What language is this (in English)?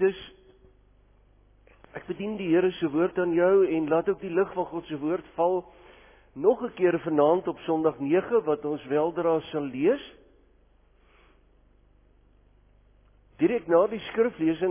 Afrikaans